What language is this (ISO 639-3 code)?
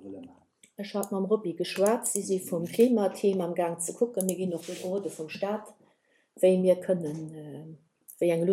ltz